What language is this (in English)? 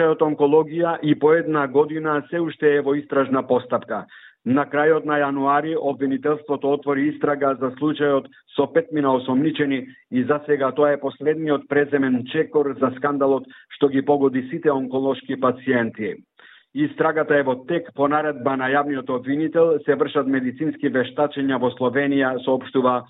Macedonian